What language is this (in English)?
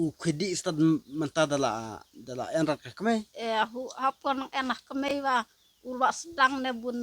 Khasi